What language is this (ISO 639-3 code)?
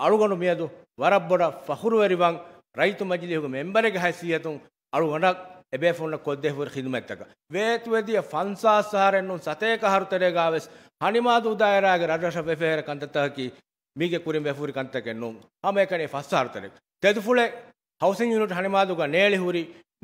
div